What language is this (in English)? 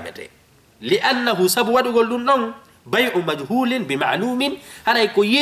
Fula